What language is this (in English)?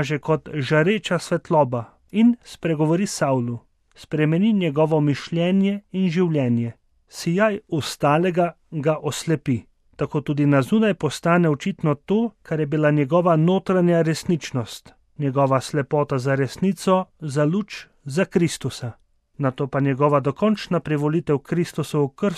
Slovenian